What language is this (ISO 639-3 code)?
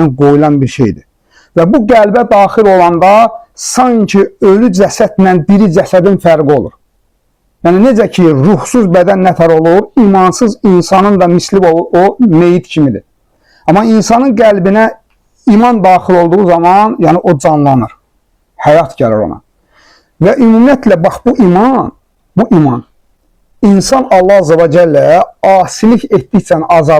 aze